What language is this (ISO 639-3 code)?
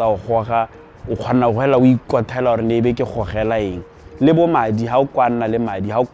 tsn